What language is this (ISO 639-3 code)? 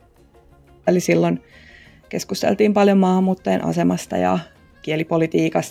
fin